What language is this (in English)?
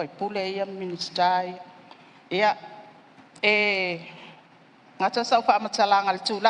Samoan